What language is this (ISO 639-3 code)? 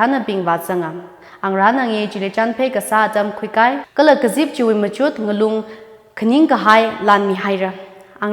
nmf